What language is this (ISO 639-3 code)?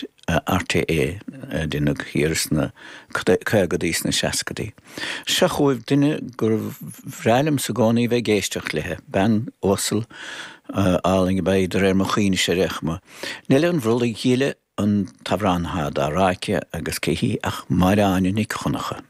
gle